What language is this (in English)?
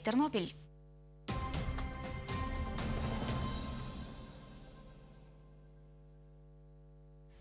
Ukrainian